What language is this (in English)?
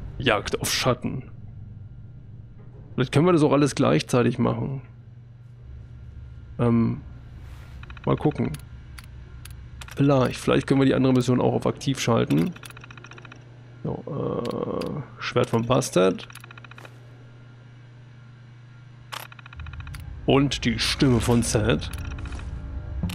German